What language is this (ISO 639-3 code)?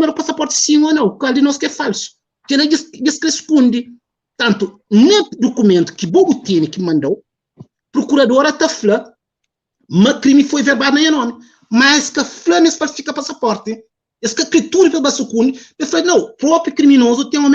kea